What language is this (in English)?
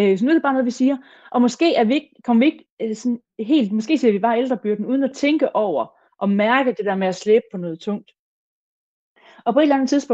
Danish